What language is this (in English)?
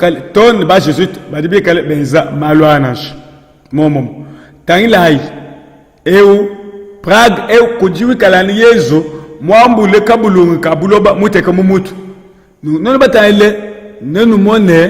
Luba-Lulua